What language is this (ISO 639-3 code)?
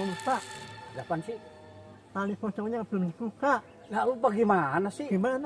bew